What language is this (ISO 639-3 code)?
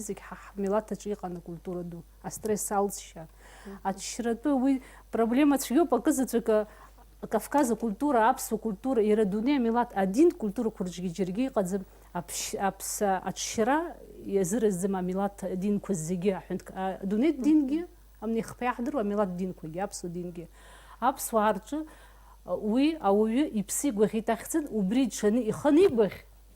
abk